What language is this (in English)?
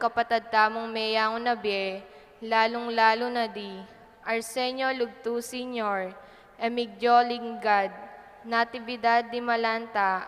Pampanga